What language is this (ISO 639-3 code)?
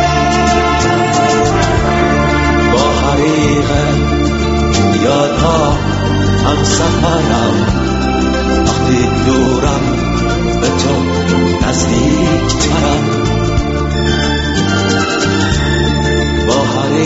fas